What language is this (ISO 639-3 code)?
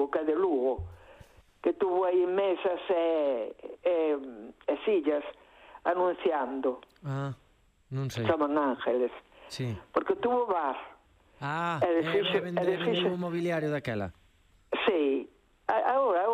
glg